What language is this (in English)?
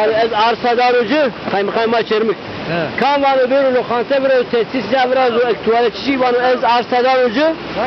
Zaza